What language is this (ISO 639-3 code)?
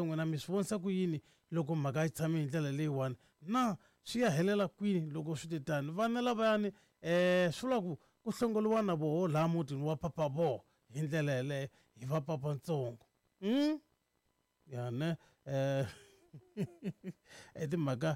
tso